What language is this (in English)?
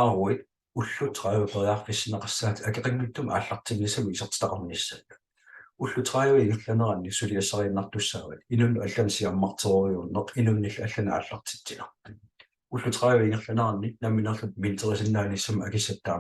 Kalaallisut